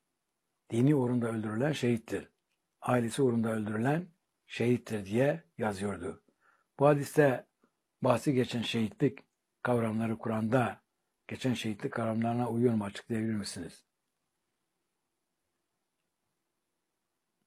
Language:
Turkish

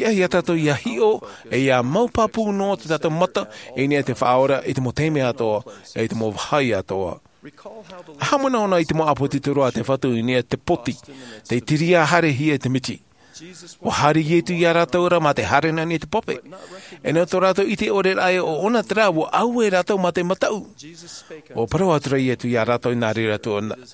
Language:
Tahitian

